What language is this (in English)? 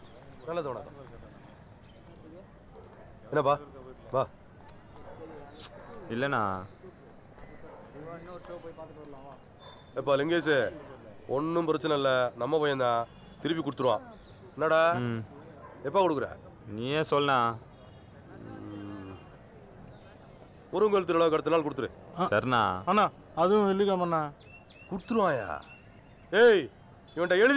Tamil